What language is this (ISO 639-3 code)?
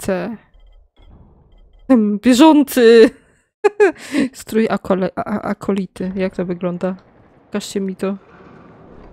pol